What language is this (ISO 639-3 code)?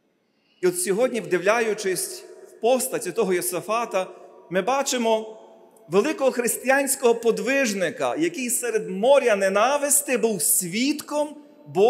ukr